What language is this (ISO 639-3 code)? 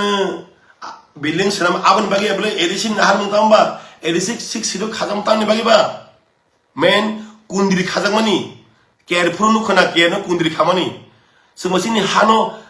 trp